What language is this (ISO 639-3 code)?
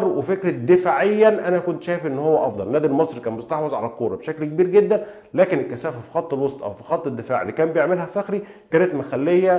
arz